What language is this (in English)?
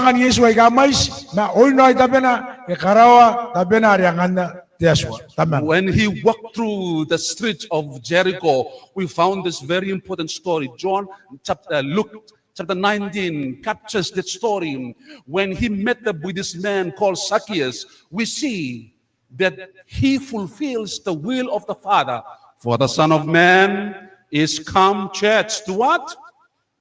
Gilbertese